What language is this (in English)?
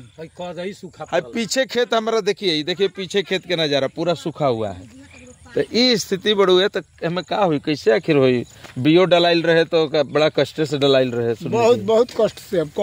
Bhojpuri